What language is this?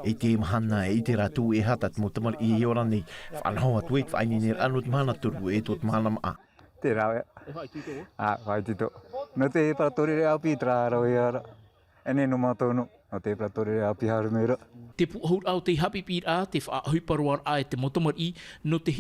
Tahitian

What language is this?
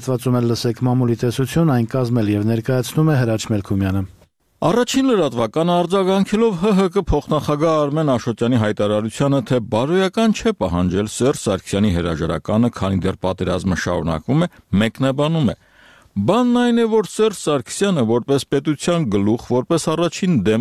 Armenian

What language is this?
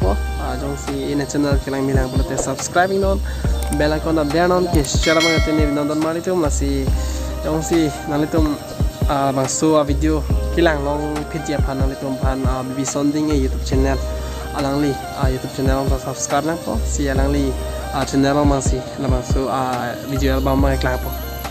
Karbi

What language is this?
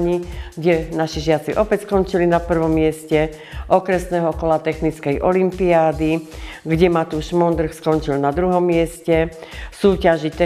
Slovak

